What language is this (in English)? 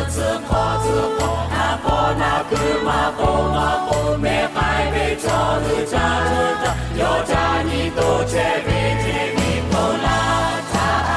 Lahu